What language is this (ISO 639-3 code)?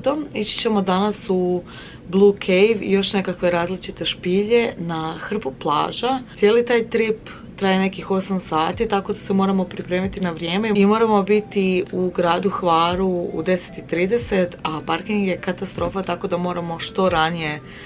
hrv